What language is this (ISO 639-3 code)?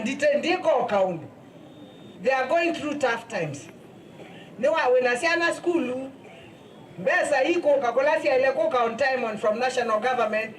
kam